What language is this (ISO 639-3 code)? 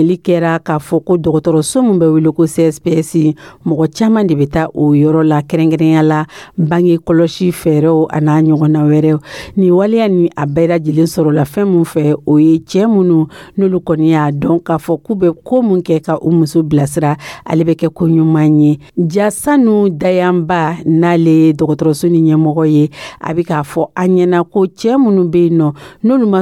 dyu